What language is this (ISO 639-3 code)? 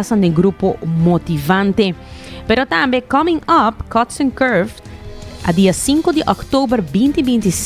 pap